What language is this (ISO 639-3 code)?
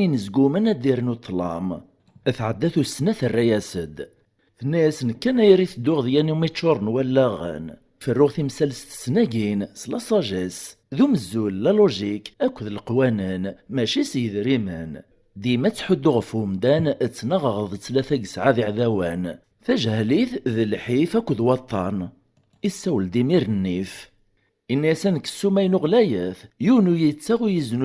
kab